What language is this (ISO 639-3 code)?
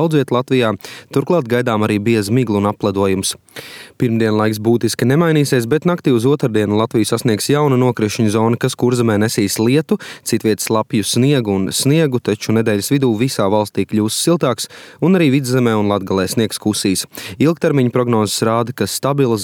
lav